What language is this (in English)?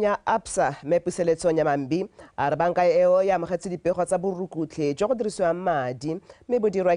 Tswana